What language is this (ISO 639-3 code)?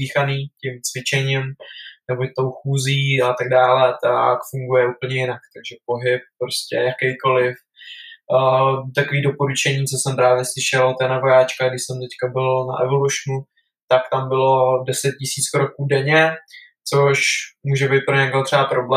ces